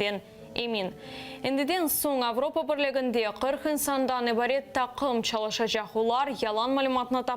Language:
Crimean Tatar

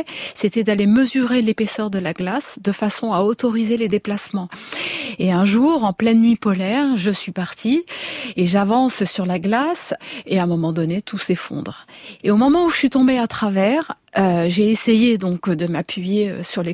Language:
French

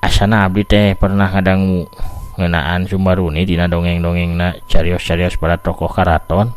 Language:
Sundanese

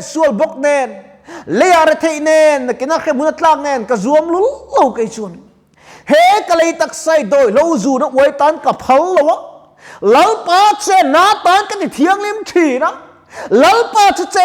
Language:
Mizo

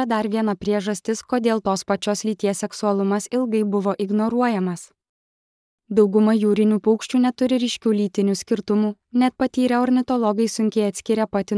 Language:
Lithuanian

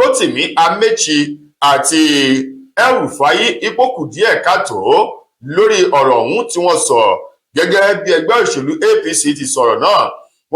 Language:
Yoruba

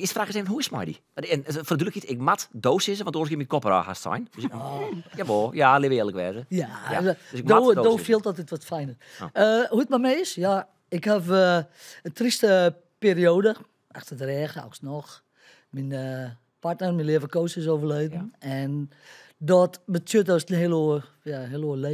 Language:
Western Frisian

